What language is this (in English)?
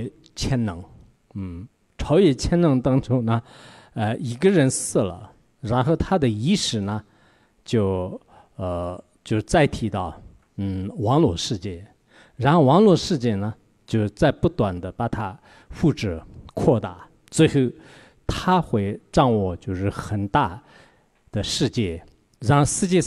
Chinese